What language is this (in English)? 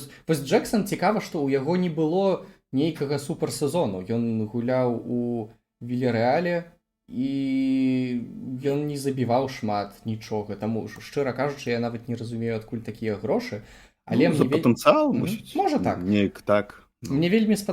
Belarusian